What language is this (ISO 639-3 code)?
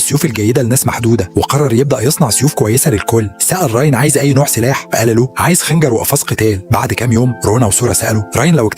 arz